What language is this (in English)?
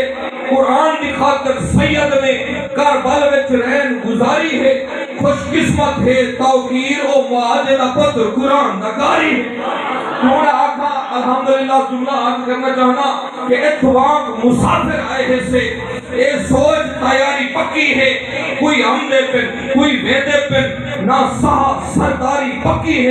Saraiki